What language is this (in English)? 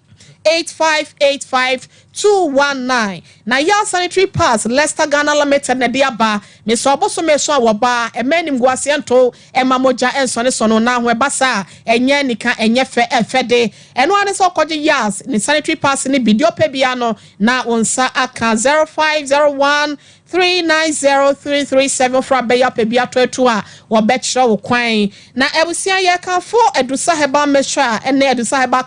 Akan